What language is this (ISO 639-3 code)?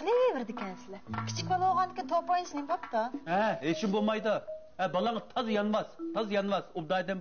uig